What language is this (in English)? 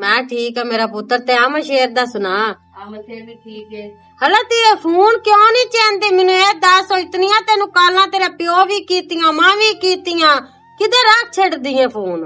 Western Panjabi